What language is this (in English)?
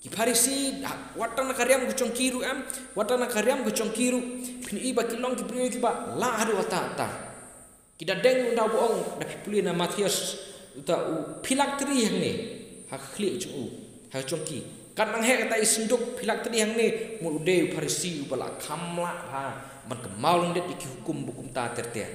Khasi